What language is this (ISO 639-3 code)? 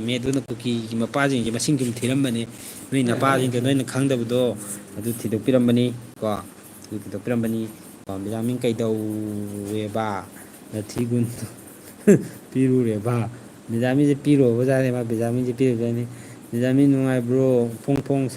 mni